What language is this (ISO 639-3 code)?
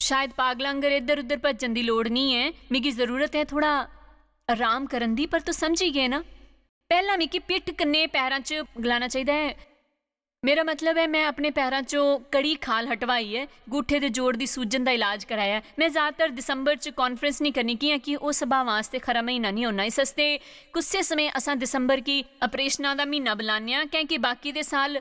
doi